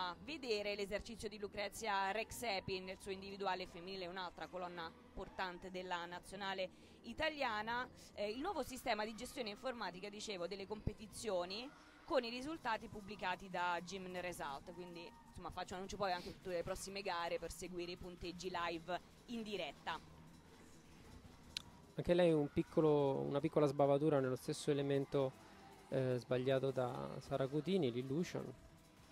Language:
Italian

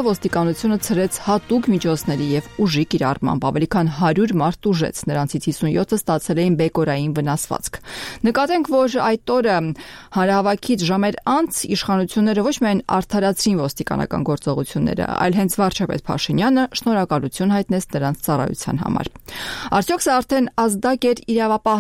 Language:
Armenian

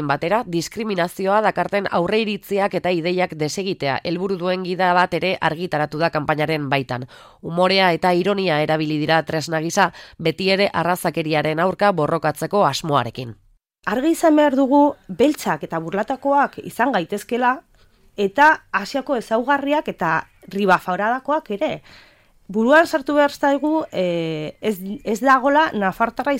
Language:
Basque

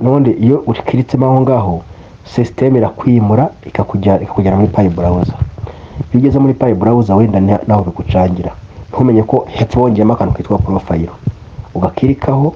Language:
Kinyarwanda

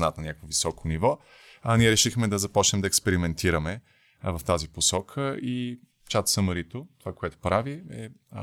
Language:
Bulgarian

